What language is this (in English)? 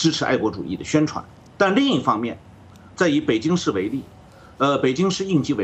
Chinese